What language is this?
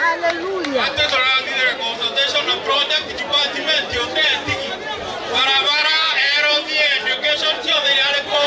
Meru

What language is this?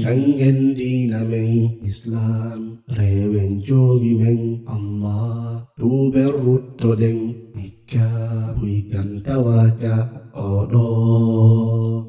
Fula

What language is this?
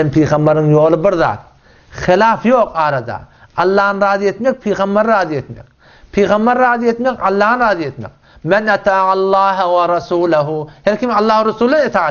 Turkmen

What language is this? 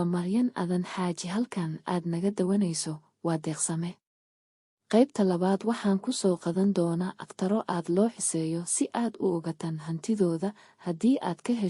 Somali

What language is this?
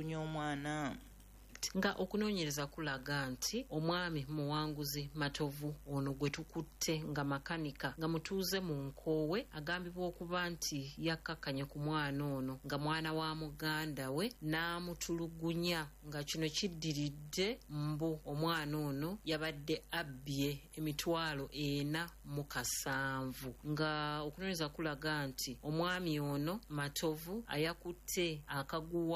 Ganda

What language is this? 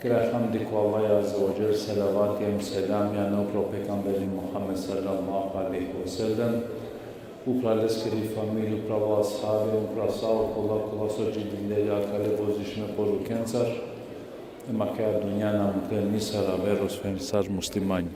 Balkan Romani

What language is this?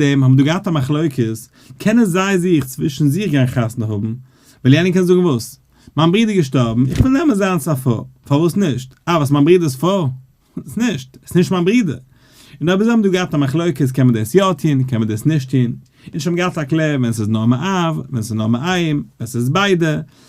Yiddish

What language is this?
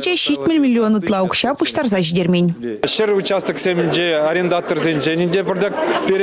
Chuvash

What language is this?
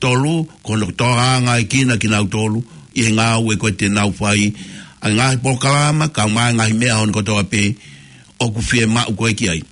Tongan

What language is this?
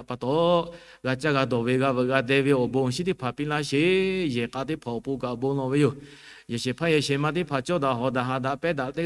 Lahu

